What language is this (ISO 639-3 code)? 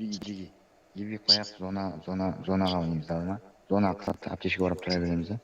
kaa